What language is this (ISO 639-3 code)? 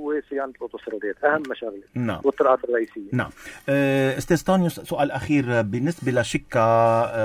apc